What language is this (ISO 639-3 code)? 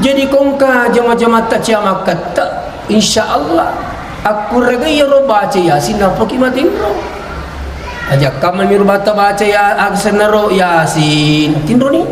bug